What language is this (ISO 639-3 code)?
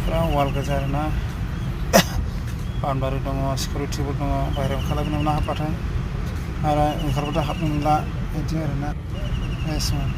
brx